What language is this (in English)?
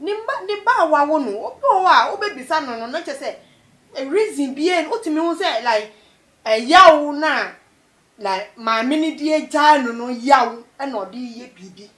Akan